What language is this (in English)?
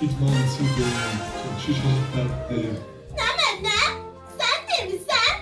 South Azerbaijani